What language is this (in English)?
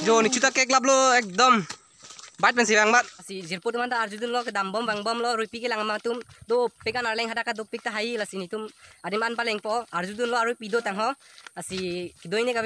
Karbi